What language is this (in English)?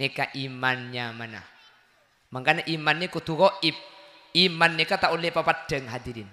Madurese